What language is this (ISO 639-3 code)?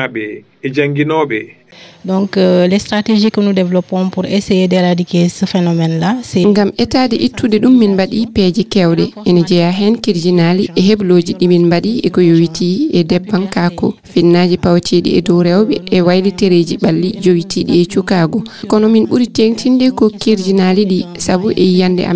ful